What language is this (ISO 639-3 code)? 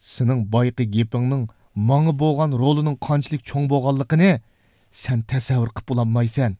uig